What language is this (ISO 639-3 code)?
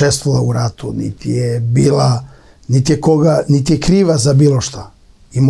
srp